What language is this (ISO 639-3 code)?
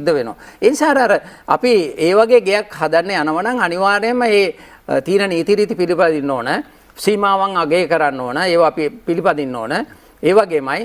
sin